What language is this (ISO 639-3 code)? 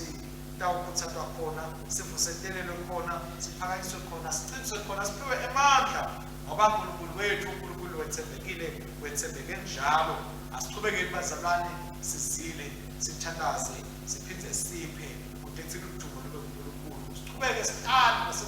ssw